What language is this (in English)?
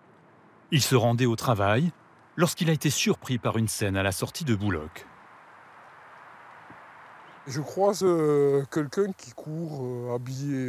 French